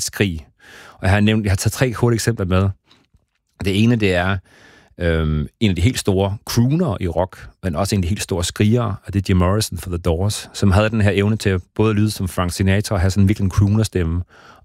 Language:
Danish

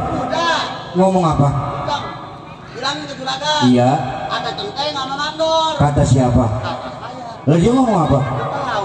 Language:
Betawi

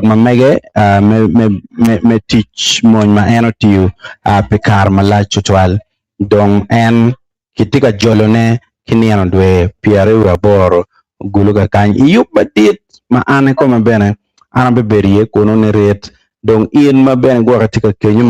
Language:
Acoli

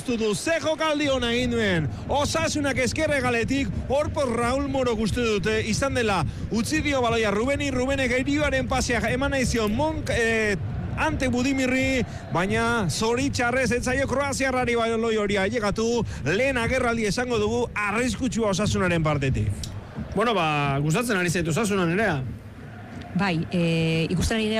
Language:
Basque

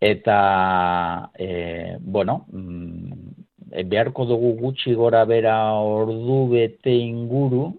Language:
Basque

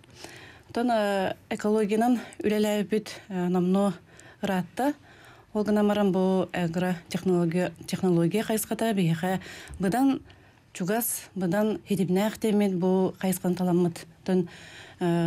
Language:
Yakut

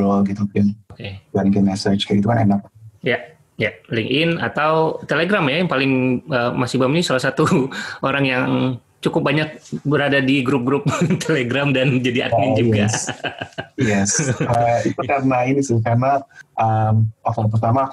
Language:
Indonesian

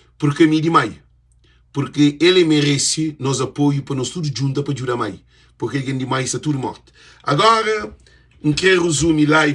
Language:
Kabuverdianu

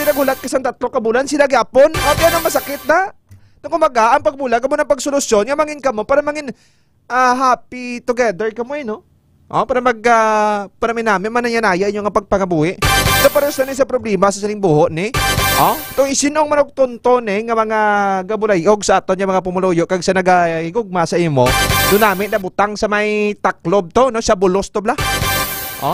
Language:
Hiligaynon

